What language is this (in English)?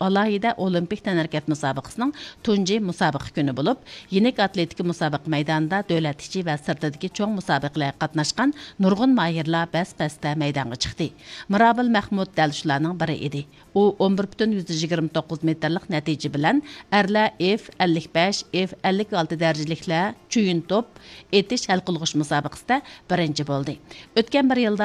Uyghur